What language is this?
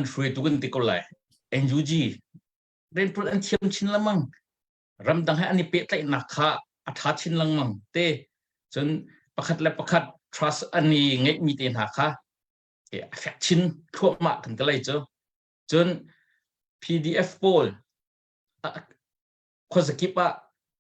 Hakha Chin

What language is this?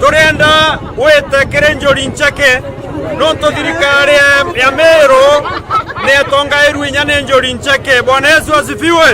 Meru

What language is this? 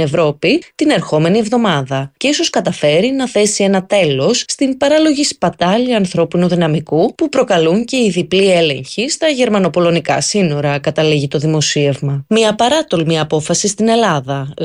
Greek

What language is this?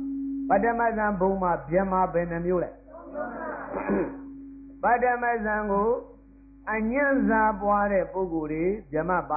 Burmese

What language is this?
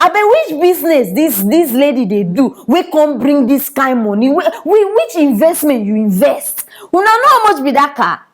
Nigerian Pidgin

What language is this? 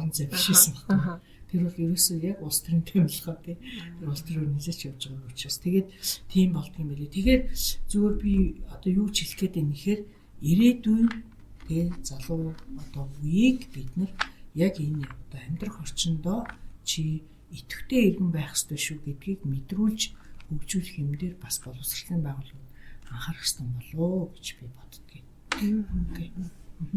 Mongolian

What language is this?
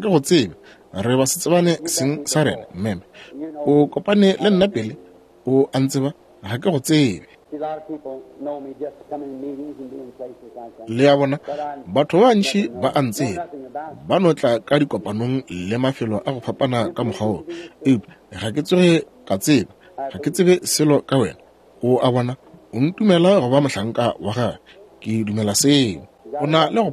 Northern Sotho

